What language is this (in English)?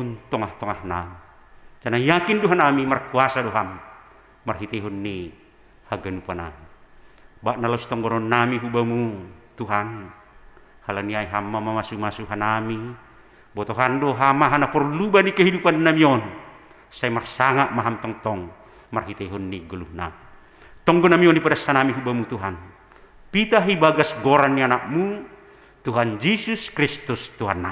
Batak Simalungun